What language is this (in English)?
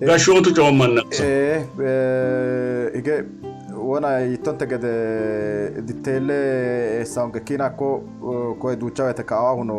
Sidamo